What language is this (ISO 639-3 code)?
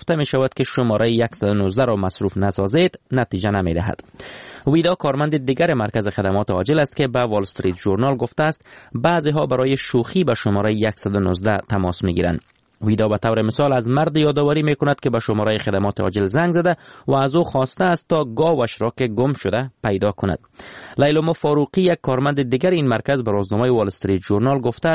fas